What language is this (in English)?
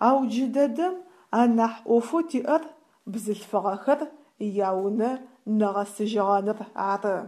Adyghe